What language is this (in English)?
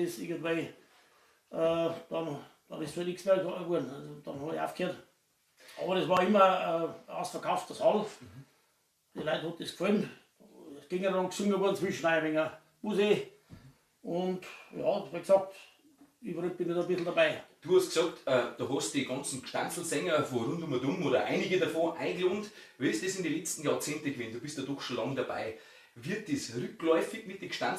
Bavarian